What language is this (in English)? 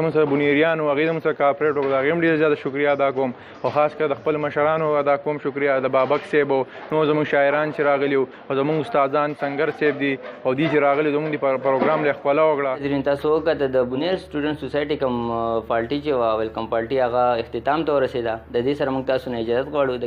Pashto